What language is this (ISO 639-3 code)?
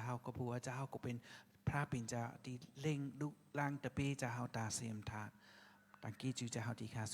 shn